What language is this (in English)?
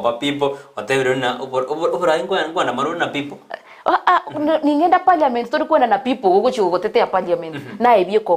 Gusii